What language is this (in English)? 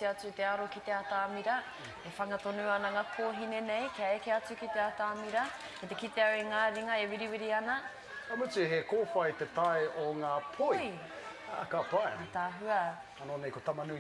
Māori